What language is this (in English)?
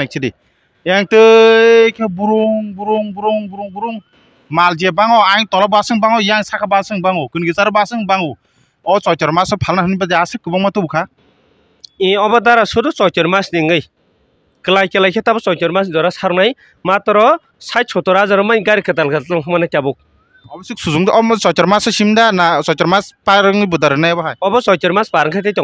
Kok Borok